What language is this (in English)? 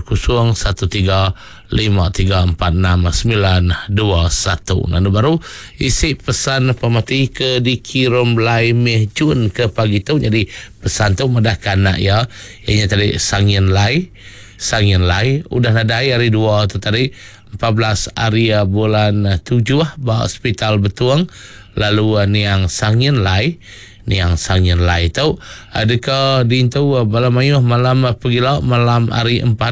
Iban